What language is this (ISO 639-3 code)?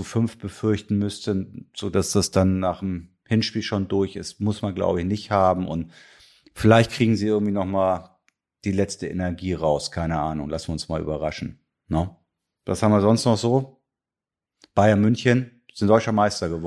deu